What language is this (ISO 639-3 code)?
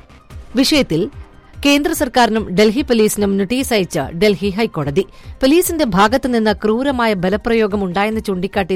mal